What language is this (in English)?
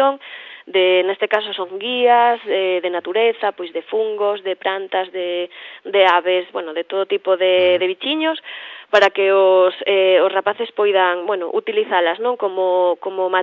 Galician